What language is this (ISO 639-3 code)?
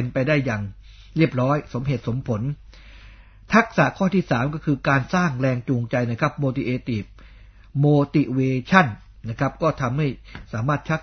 tha